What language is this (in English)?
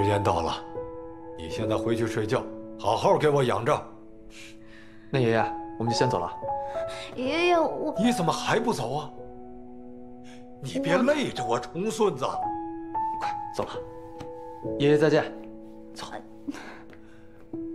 Chinese